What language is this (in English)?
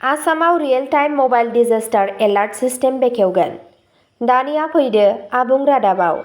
Bodo